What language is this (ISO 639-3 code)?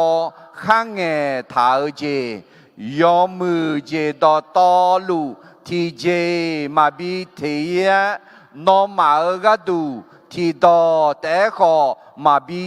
ahk